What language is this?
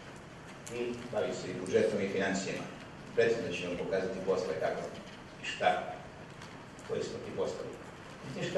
Serbian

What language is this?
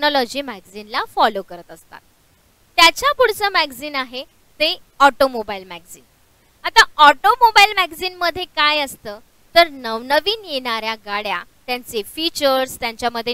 Marathi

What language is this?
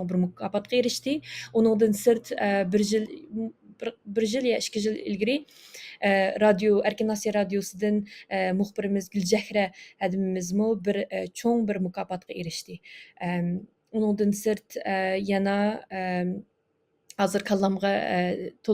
Uyghur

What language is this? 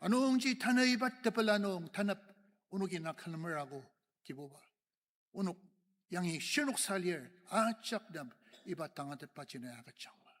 Ao Naga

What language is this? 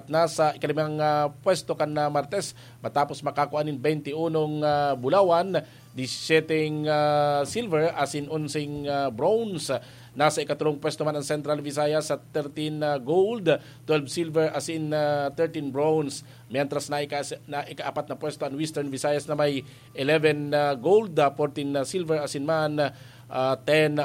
Bikol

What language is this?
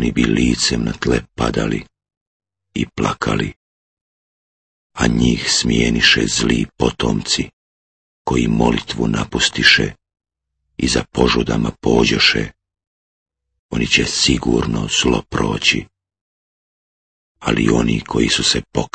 Bosnian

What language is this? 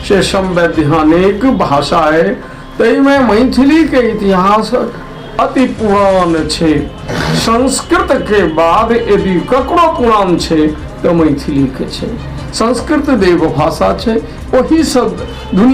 Maithili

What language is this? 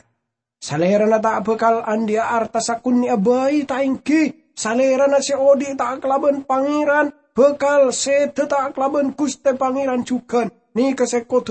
Madurese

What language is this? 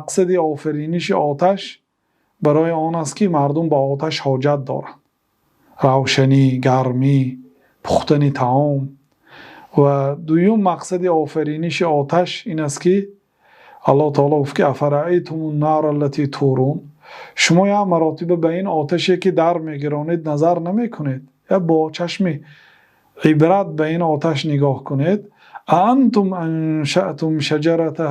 Tajik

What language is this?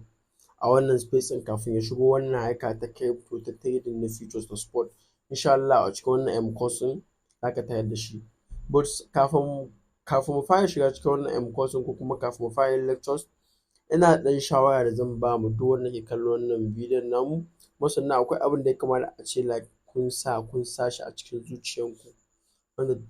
Hausa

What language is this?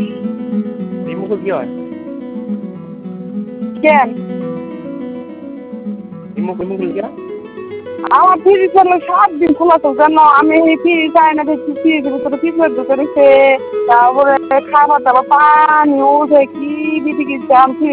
Bangla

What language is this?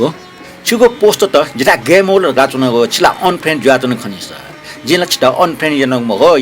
Newari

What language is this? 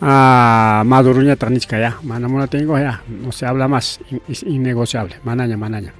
Ayacucho Quechua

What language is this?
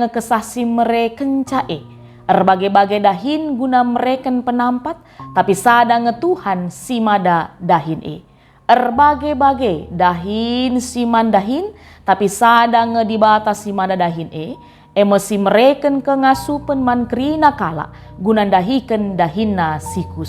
Batak Karo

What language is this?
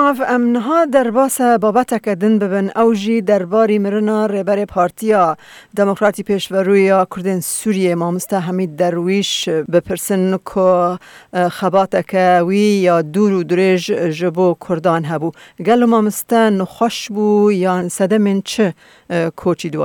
Kurdish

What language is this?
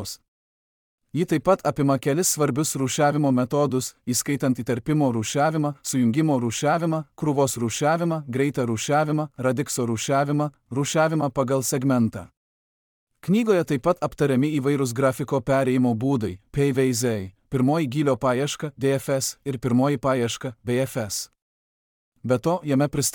Lithuanian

